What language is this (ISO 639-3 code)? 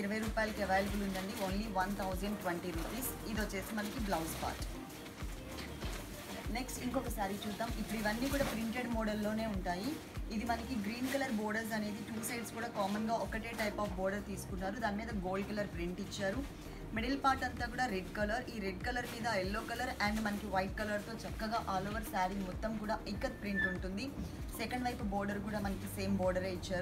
tel